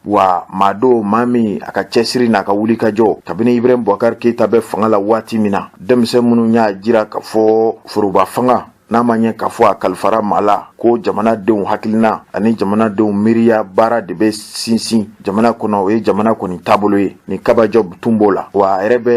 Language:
Bambara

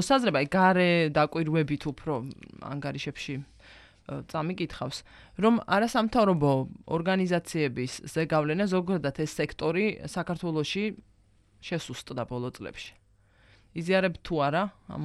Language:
Georgian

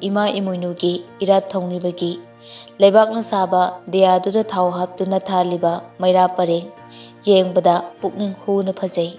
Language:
Manipuri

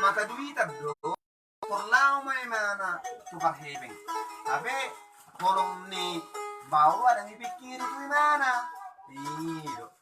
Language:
Batak Toba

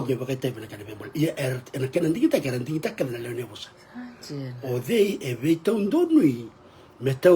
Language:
Fijian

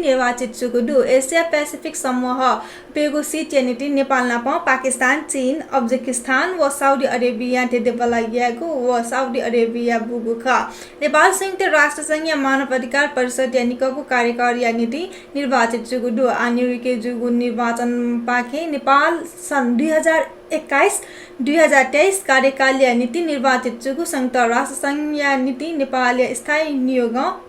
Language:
Newari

